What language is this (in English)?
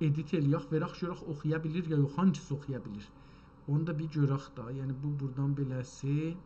South Azerbaijani